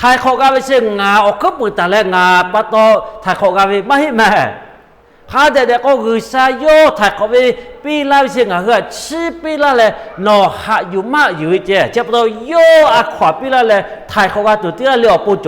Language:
Lahu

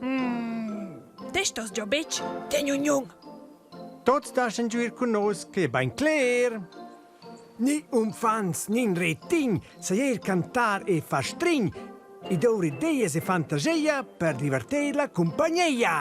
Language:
Romansh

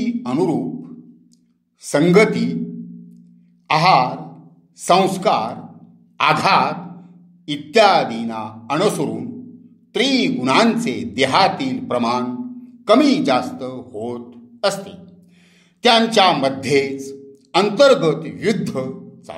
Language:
Marathi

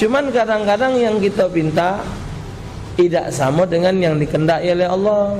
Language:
Musi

